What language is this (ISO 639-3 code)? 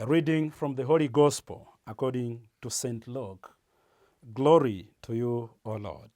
eng